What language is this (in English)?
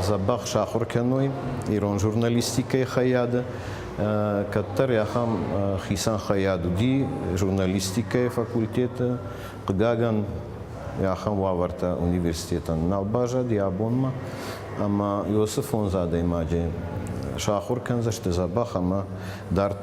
Ossetic